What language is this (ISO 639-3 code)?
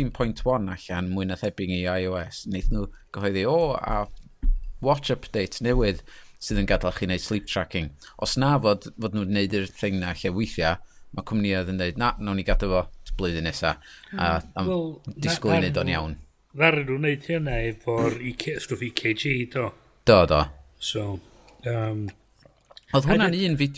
cym